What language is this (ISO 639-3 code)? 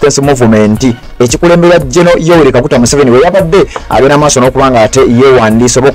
lug